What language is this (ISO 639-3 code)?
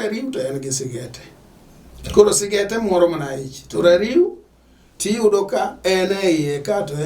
luo